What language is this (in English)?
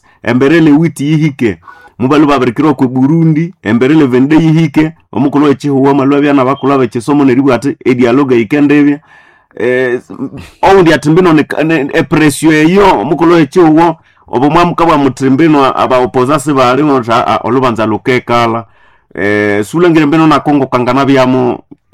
Nande